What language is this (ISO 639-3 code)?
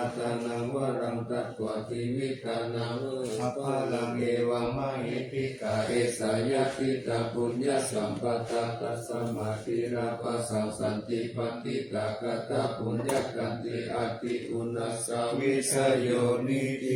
pli